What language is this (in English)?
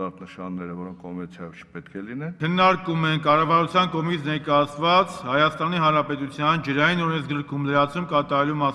Armenian